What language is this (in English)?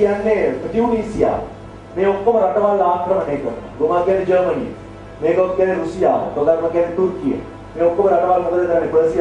Sinhala